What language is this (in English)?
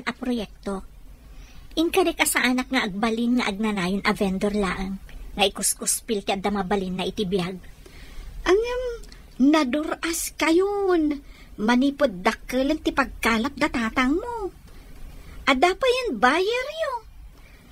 Iloko